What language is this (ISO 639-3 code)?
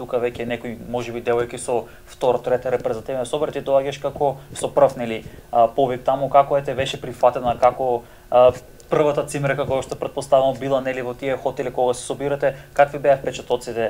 mkd